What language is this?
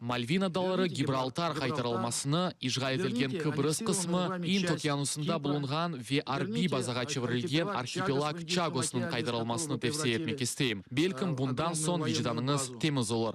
Crimean Tatar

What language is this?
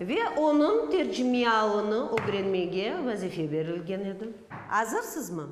Crimean Tatar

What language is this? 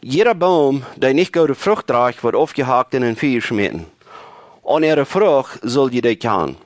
Plautdietsch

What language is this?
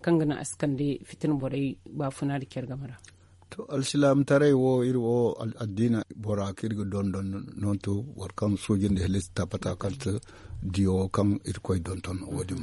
Zarma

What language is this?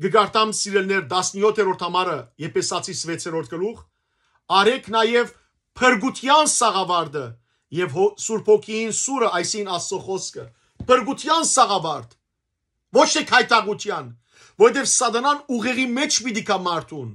Western Armenian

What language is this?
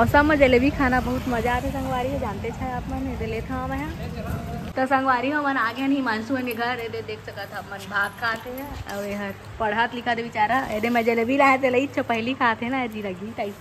Chhattisgarhi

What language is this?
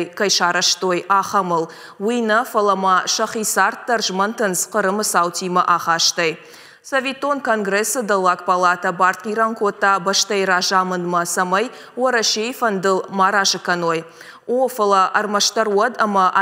Ossetic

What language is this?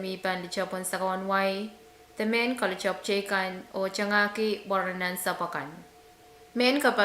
Pohnpeian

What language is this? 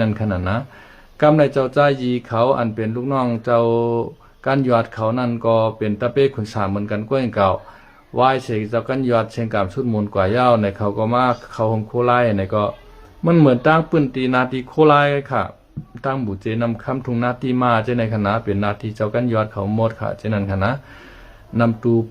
Shan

